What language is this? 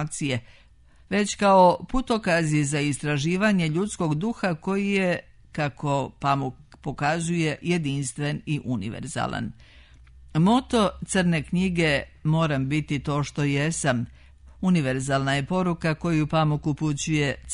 Serbian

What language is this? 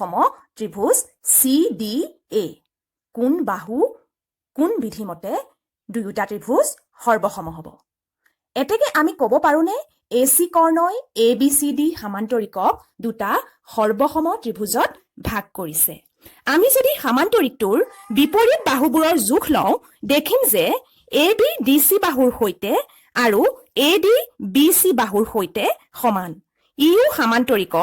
Assamese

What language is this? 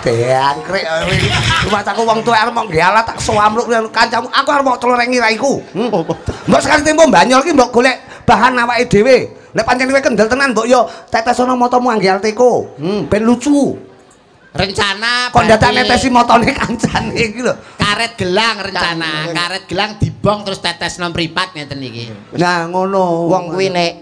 Javanese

